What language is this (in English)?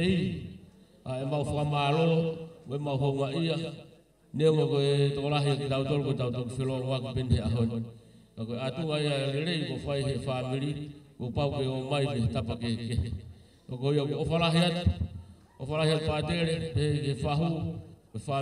Tongan